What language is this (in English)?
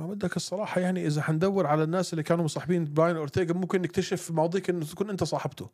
North Levantine Arabic